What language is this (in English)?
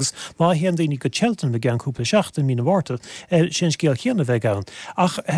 Irish